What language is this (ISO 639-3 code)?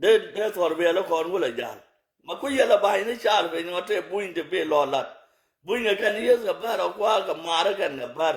nus